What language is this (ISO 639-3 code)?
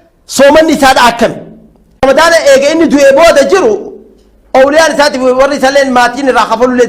orm